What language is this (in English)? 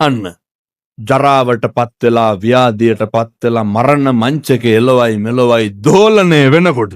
Sinhala